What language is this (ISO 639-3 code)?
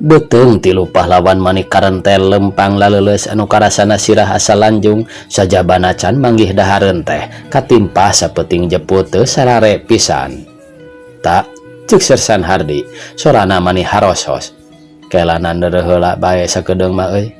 sun